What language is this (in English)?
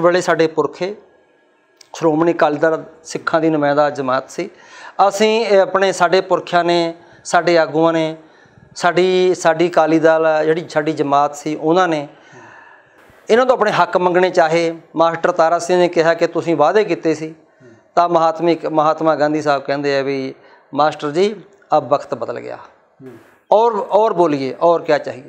Punjabi